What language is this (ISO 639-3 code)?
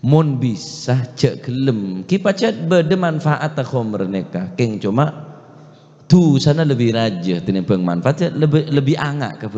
mad